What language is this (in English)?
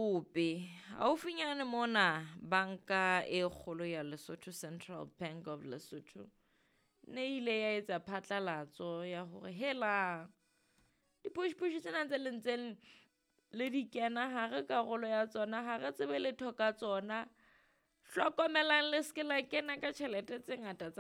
Southern Sotho